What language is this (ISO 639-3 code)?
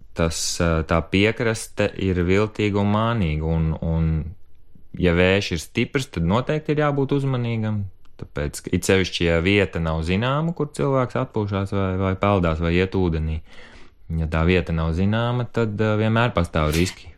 lav